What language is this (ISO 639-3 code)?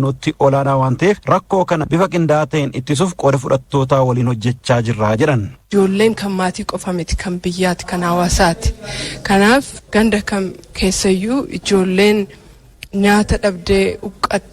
orm